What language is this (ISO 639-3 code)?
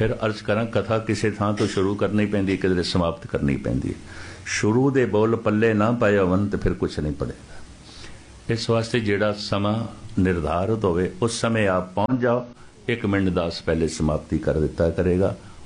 pan